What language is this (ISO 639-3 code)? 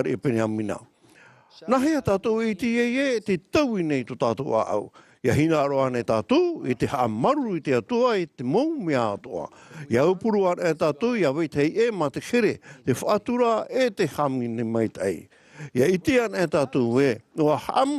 tah